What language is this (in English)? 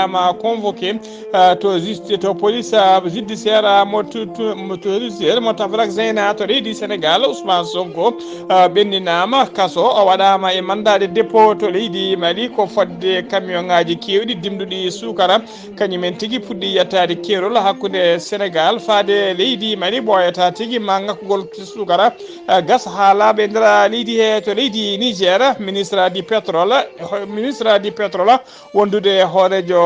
Fula